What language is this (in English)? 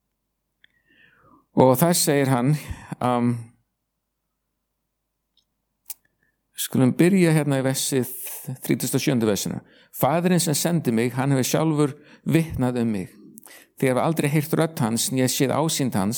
Icelandic